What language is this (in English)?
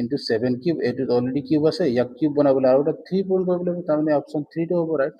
Assamese